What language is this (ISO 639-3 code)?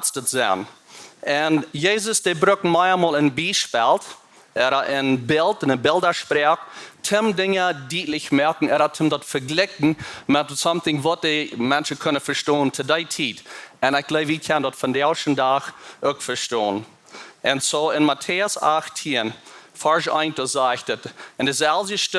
pdt